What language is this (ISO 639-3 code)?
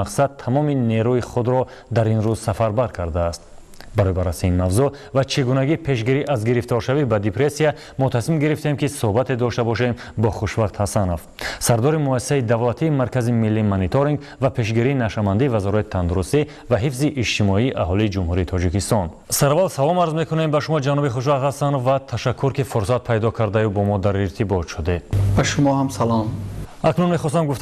tgk